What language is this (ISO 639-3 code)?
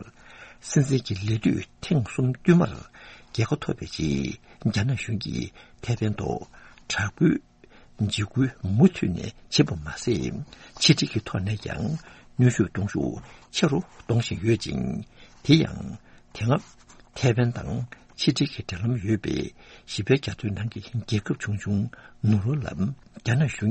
bod